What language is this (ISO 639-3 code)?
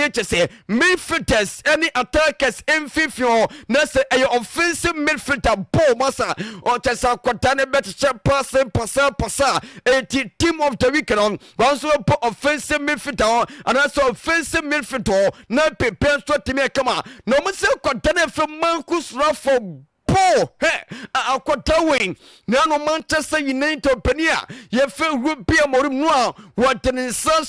aka